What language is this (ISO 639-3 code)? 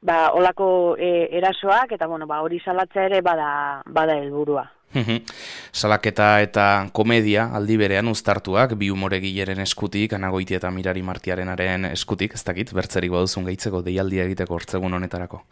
eus